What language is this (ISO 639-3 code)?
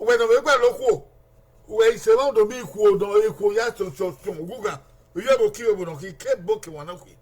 bin